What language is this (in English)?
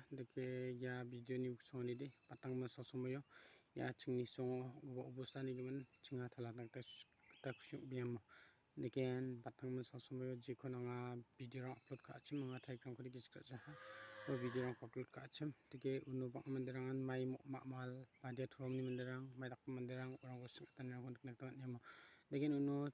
Garo